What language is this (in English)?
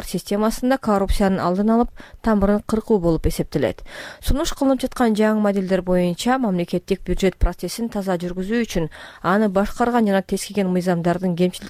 Kyrgyz